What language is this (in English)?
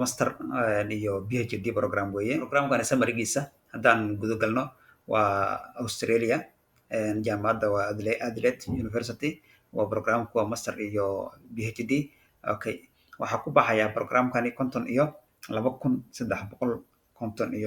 Somali